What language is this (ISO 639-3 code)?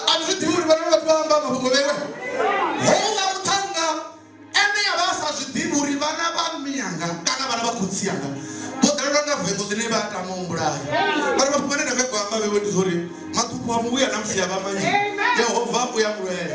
ven